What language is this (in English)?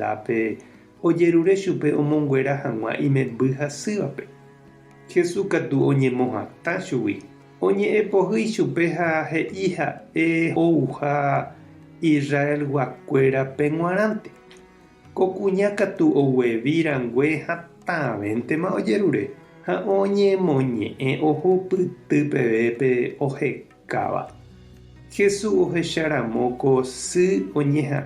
Guarani